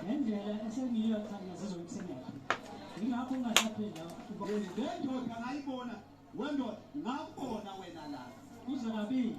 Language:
Zulu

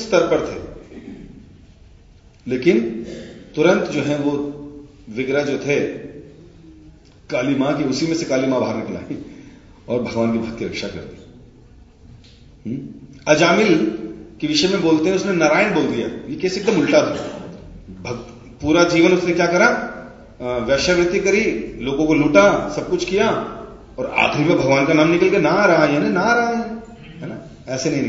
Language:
Hindi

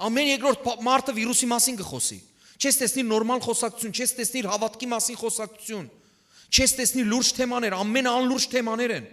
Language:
Western Armenian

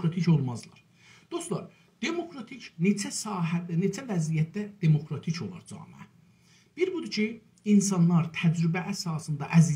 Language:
South Azerbaijani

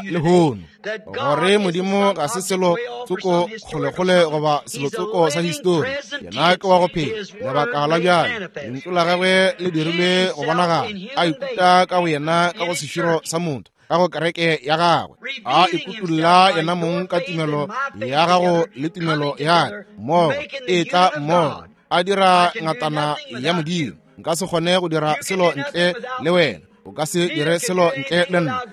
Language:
Northern Sotho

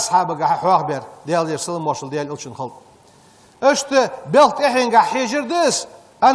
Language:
Ingush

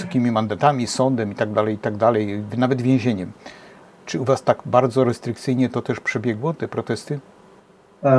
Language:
Polish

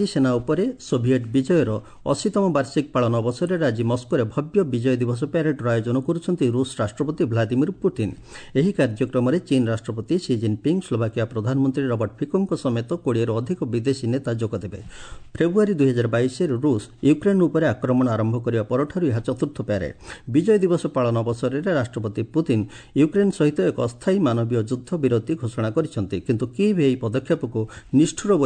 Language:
Odia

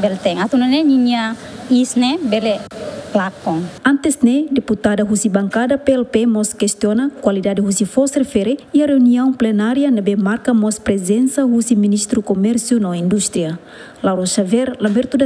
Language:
Tetum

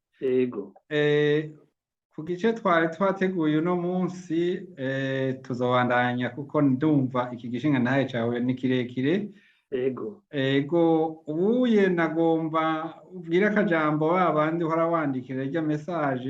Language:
Rundi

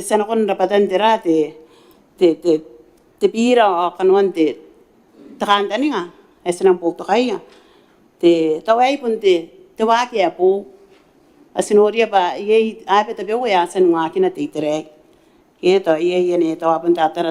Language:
Gilbertese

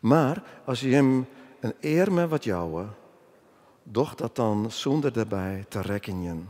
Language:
Western Frisian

